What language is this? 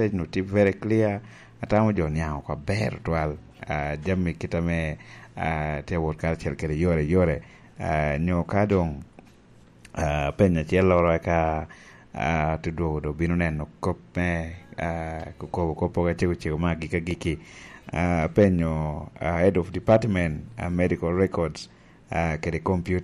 Lango (Uganda)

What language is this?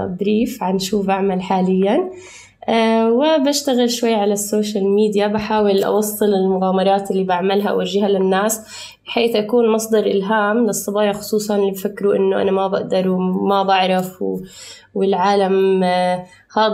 North Levantine Arabic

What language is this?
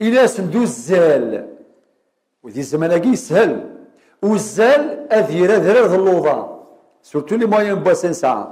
Kabyle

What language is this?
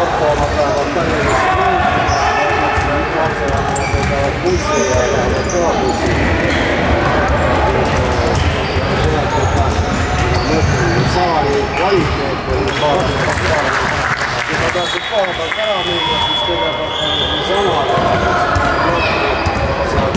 Estonian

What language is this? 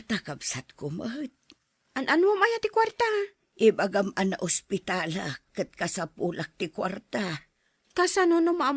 Iloko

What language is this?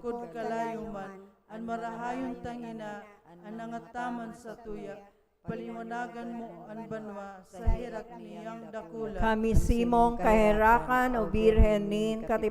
Bikol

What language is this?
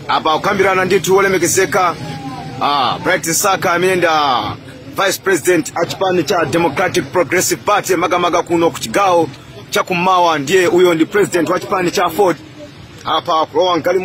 Nyanja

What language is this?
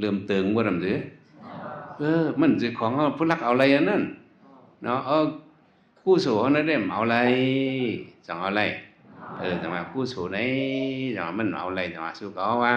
Shan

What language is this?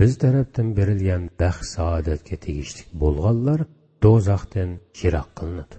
Uyghur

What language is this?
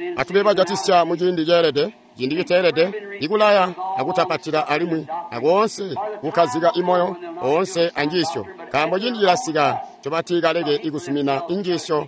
Tonga (Zambia)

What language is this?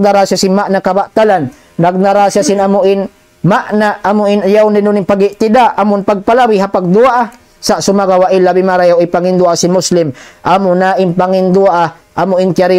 Tausug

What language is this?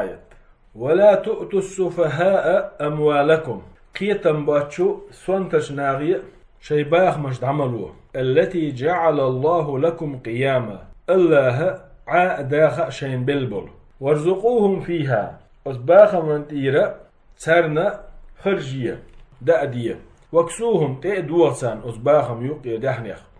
Chechen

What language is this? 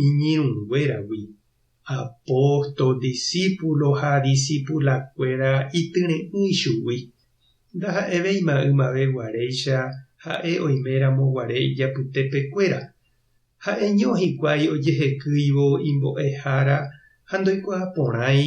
Guarani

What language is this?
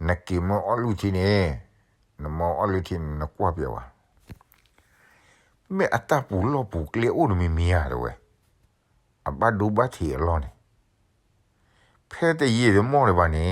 S'gaw Karen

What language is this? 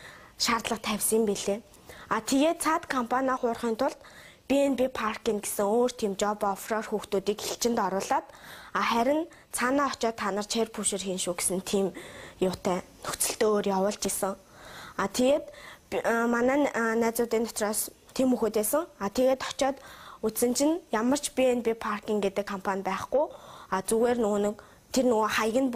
Mongolian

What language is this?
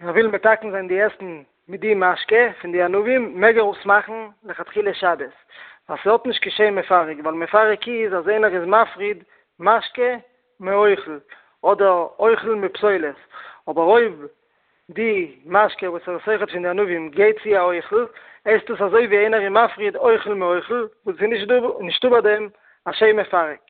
Yiddish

